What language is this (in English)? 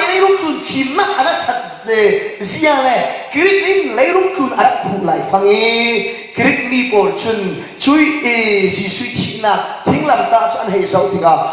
Falam Chin